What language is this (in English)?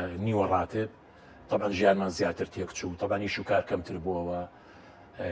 Central Kurdish